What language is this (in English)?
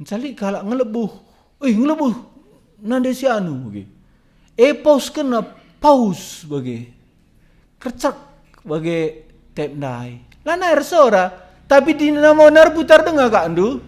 Batak Karo